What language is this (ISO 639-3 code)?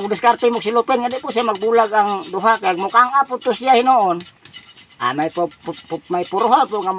ceb